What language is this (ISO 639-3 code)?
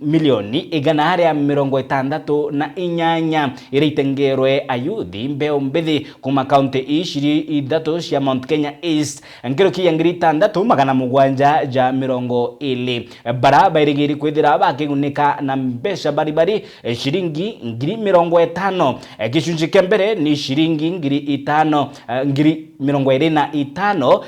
mer